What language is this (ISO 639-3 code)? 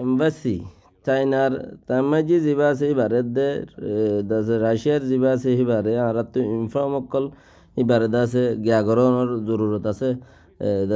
rhg